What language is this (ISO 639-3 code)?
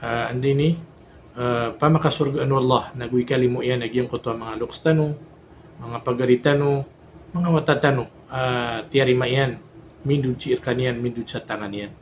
mrw